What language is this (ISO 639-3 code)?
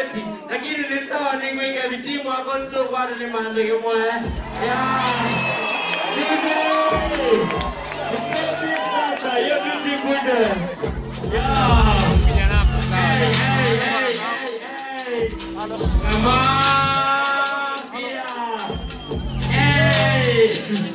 swa